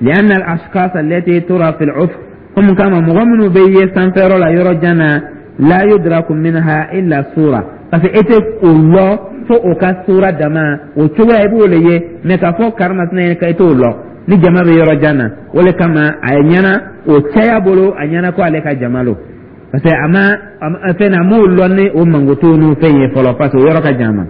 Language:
Dyula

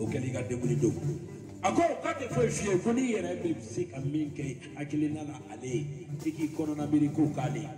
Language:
Bambara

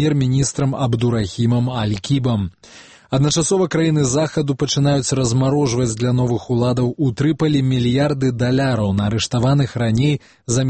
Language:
Belarusian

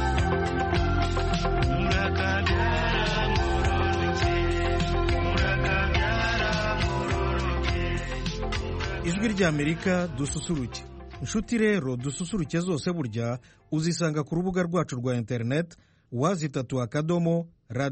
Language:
Kinyarwanda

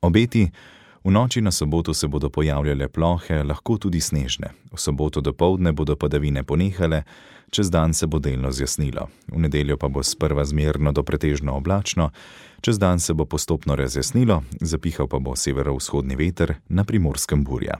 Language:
Slovenian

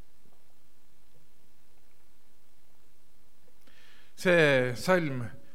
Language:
Estonian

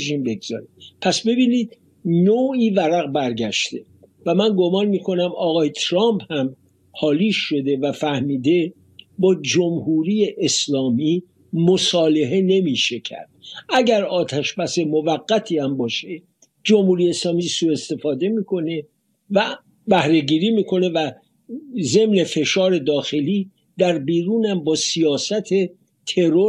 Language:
Persian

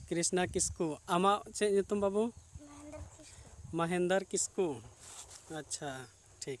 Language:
Santali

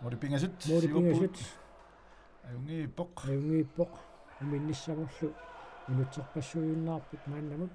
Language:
Kalaallisut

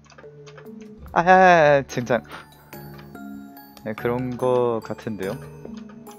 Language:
Korean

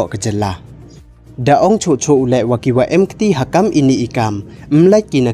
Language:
Pnar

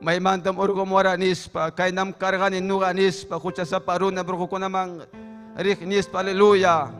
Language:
Ayacucho Quechua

